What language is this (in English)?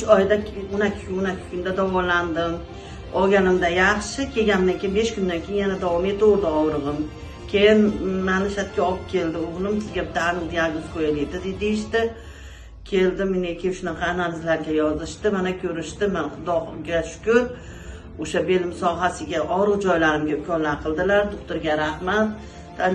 Uzbek